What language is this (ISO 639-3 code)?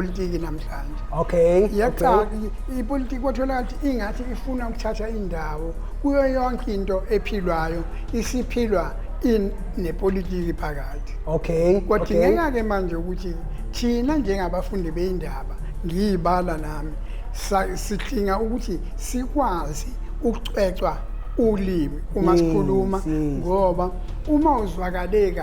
zul